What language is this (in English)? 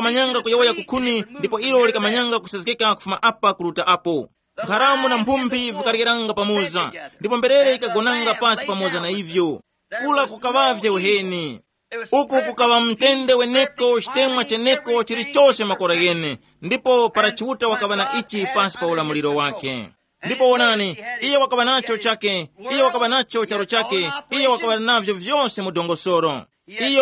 Tumbuka